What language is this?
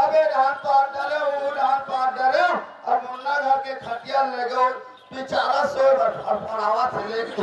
Chhattisgarhi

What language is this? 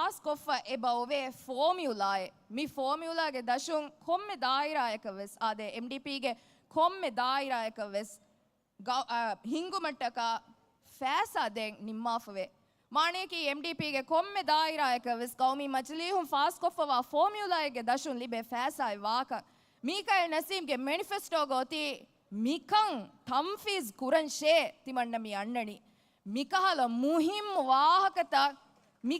Divehi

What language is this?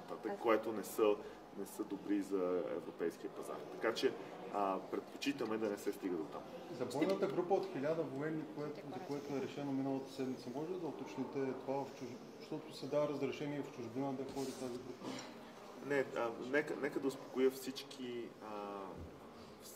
Bulgarian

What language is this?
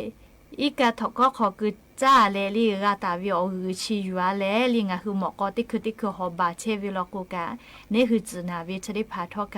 Lahu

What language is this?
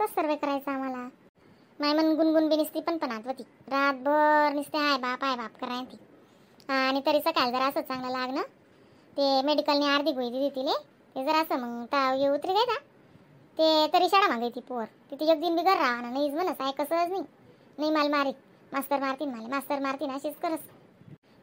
Khandesi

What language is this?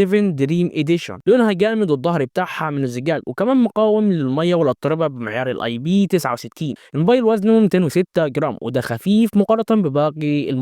Egyptian Arabic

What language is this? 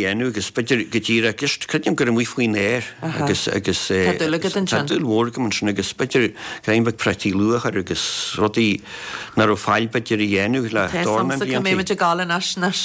Irish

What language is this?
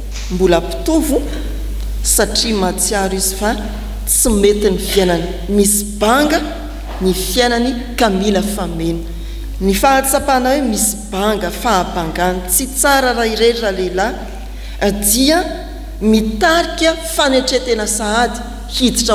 Malagasy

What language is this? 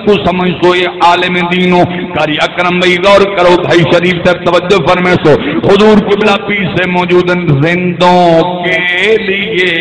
Saraiki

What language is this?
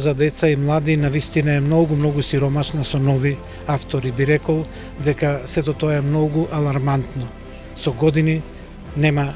Macedonian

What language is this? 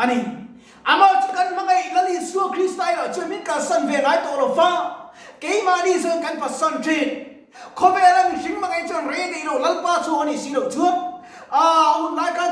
Mizo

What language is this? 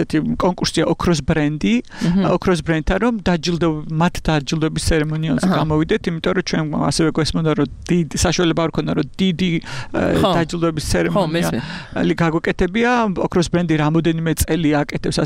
Georgian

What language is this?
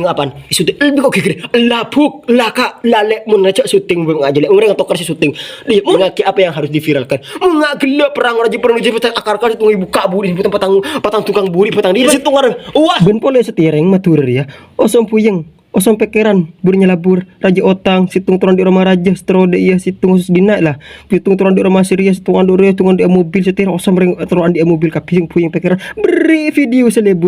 Madurese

